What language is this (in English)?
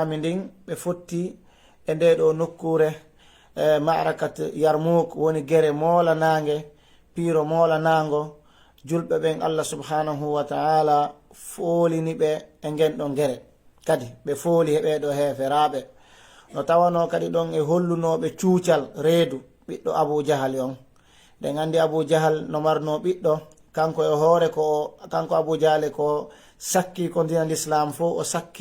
Fula